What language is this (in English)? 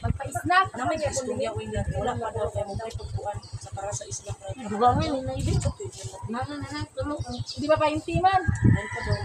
Cebuano